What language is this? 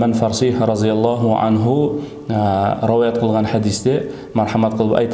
Kara-Kalpak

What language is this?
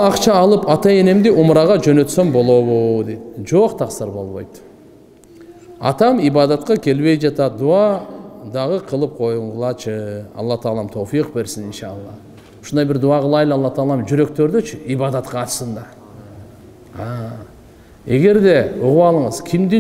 Kyrgyz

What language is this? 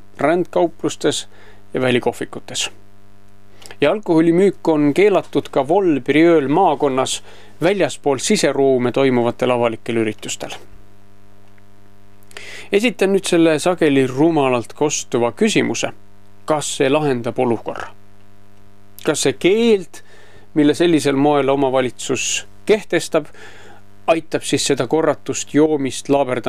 Estonian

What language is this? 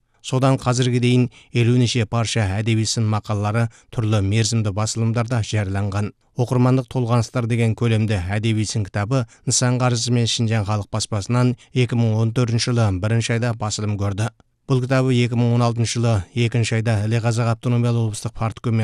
Kazakh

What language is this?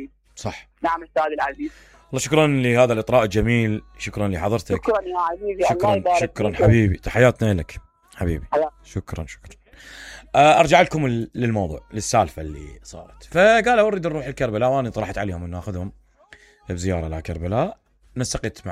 Mesopotamian Arabic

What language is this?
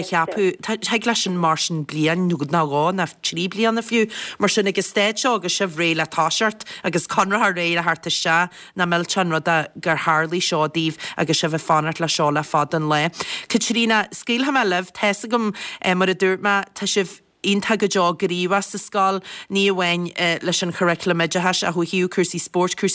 Irish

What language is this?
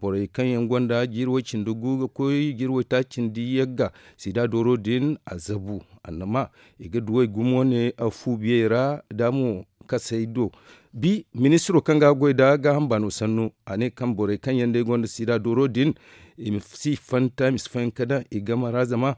Zarma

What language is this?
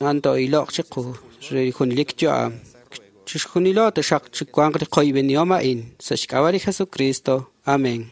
Kekchí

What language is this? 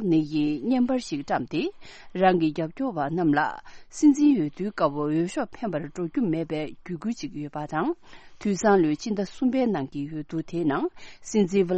Tibetan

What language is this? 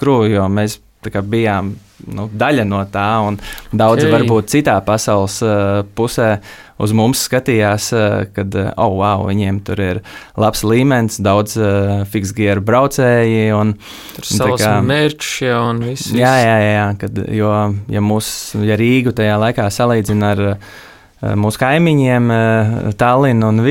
Latvian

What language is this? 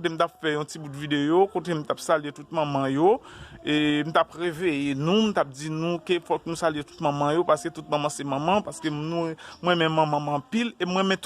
Haitian Creole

